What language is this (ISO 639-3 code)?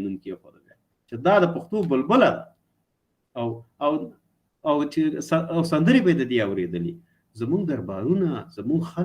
pus